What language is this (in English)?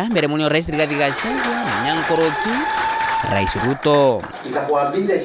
Meru